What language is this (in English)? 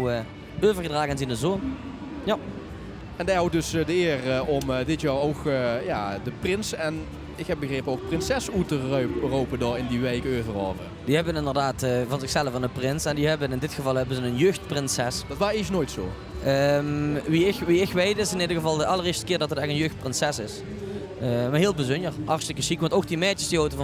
Limburgish